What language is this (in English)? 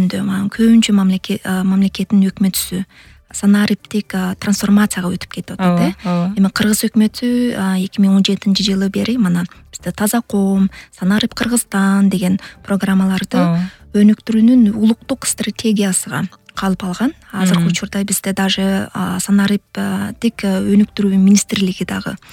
Kyrgyz